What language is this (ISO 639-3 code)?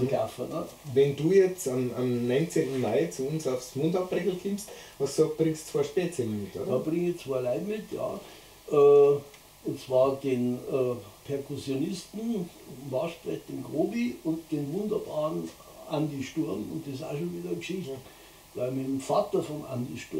bar